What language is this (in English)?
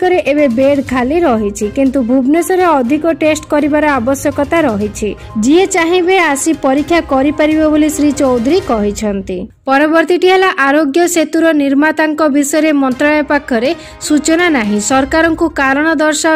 Odia